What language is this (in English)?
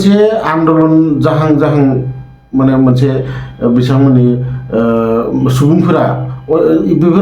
Bodo